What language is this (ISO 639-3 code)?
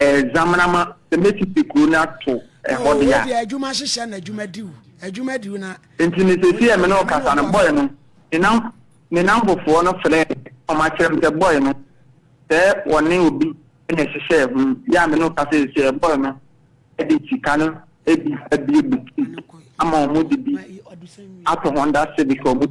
aka